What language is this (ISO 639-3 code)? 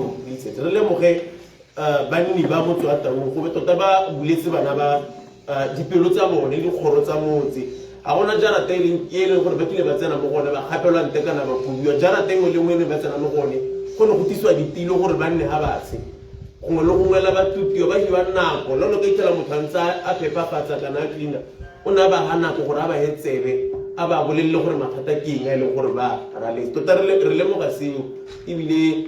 tsn